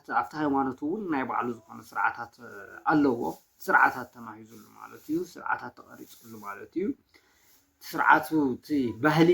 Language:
Tigrinya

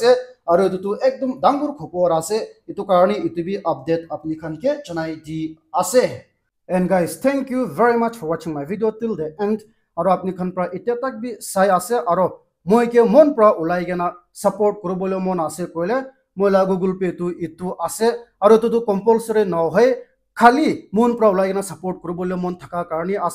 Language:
Naga Pidgin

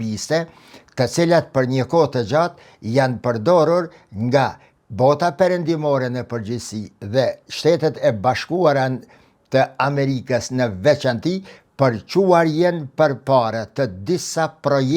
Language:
Albanian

